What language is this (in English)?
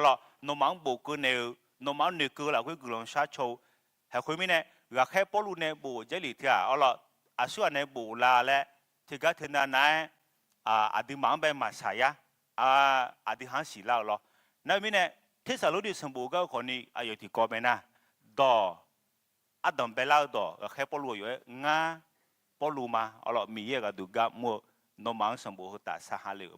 Akha